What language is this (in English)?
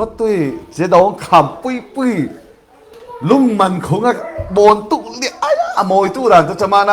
Falam Chin